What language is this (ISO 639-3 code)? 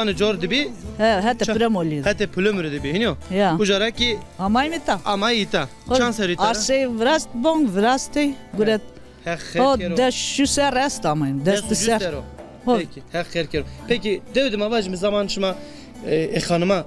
zza